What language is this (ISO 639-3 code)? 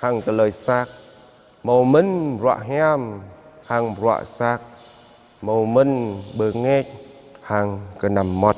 jra